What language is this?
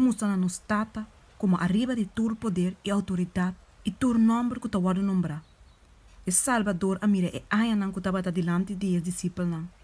Papiamento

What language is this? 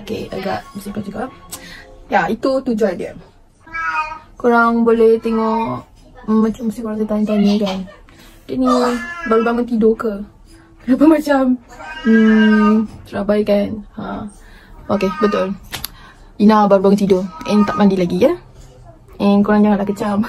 Malay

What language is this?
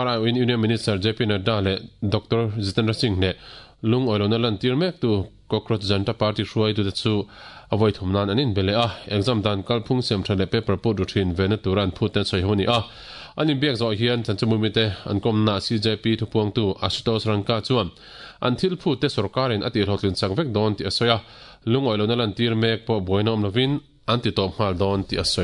Mizo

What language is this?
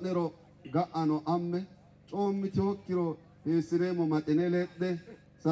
Sidamo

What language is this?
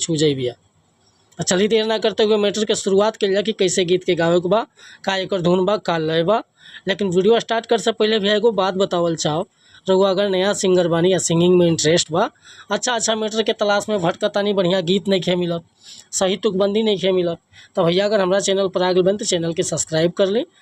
Bhojpuri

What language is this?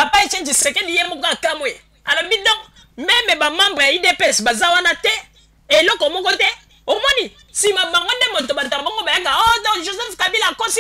Lingala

